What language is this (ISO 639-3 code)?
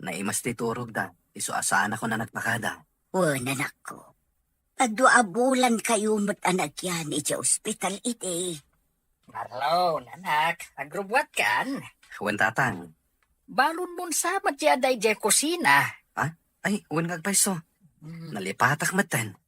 ilo